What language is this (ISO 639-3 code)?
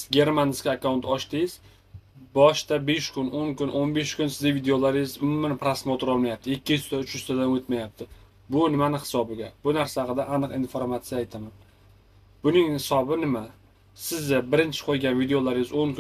uzb